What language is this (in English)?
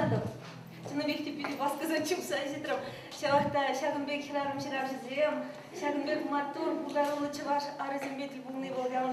Chuvash